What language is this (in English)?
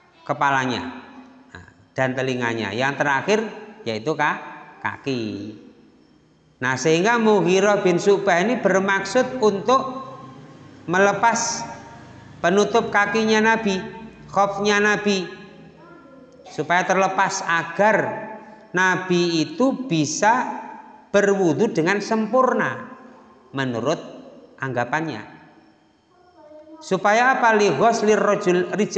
Indonesian